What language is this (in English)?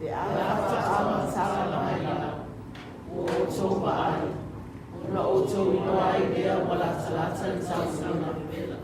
Samoan